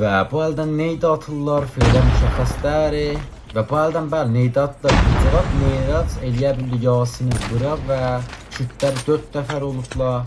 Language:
South Azerbaijani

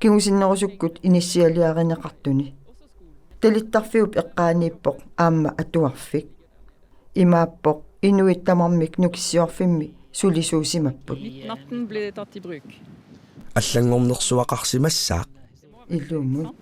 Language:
Kalaallisut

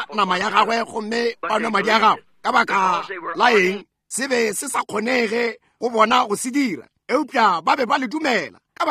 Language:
Northern Sotho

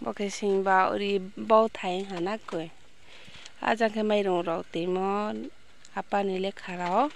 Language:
Riang (India)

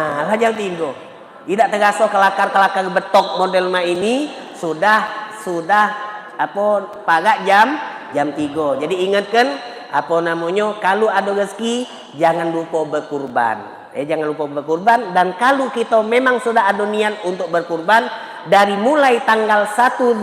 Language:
Musi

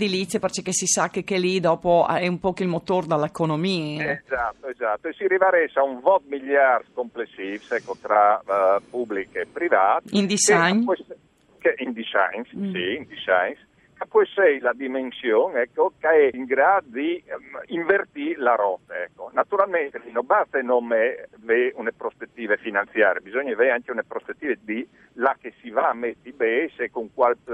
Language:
Friulian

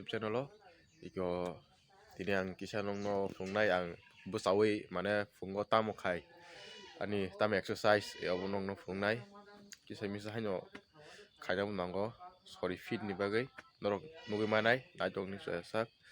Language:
Kok Borok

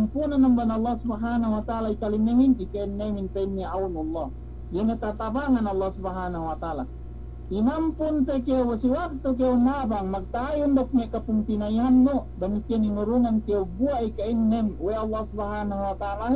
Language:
Yakan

